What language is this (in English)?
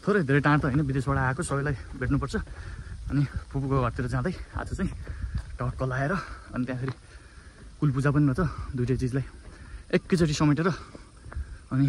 Nepali